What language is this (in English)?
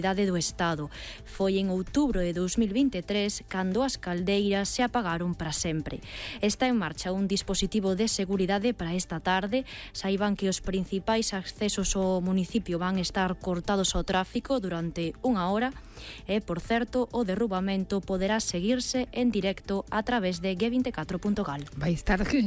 Galician